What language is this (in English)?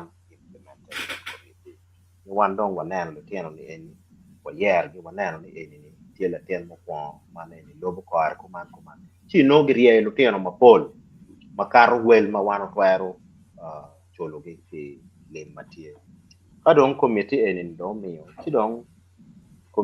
Acoli